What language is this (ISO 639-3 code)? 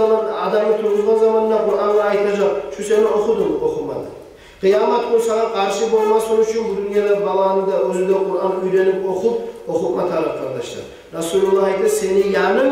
kum